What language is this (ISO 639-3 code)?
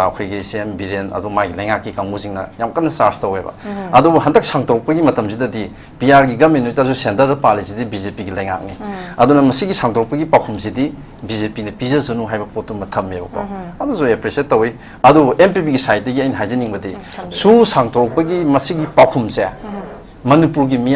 mni